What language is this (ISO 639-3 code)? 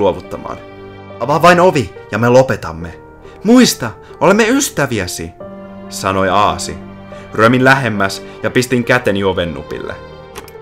fin